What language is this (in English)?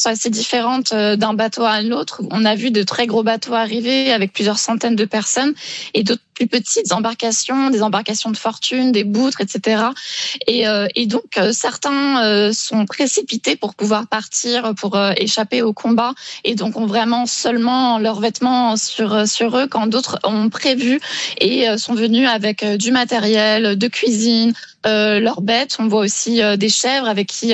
French